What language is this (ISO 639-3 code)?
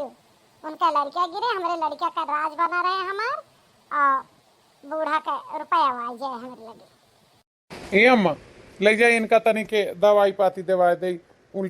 awa